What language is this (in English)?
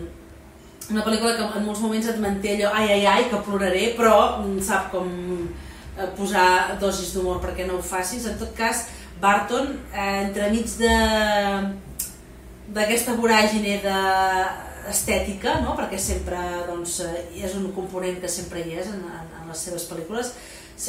Catalan